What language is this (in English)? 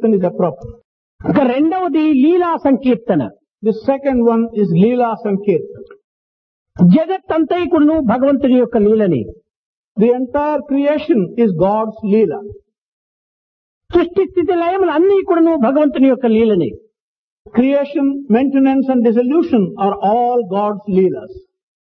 Telugu